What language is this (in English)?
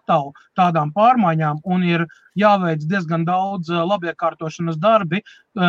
Latvian